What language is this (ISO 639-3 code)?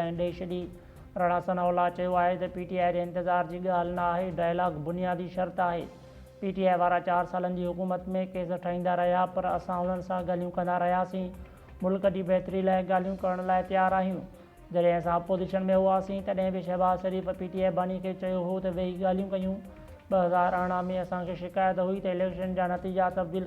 snd